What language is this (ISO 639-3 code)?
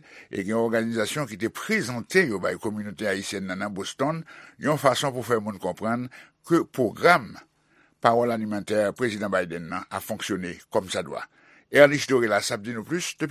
hat